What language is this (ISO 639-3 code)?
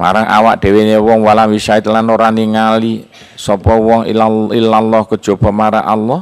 jav